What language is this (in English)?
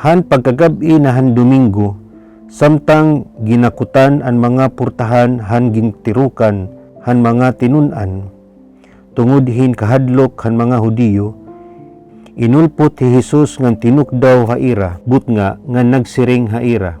Waray